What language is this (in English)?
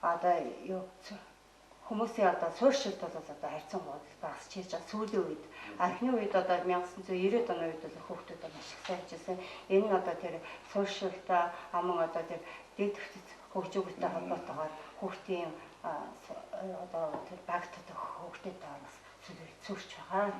Mongolian